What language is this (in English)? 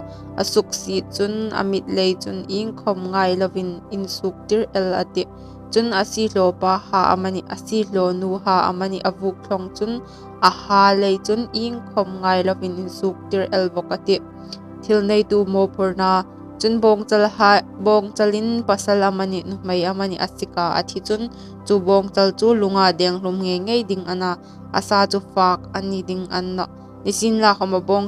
Hmar